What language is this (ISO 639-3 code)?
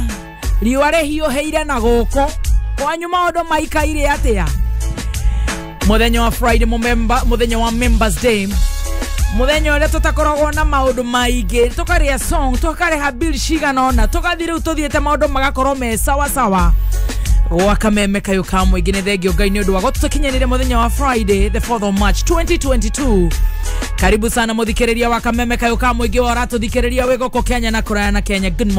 kik